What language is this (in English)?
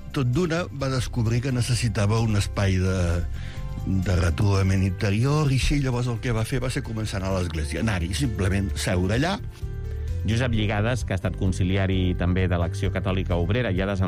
Catalan